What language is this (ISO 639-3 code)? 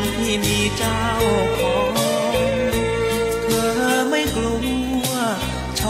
tha